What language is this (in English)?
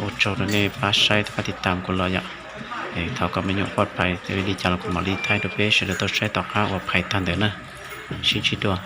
Hmong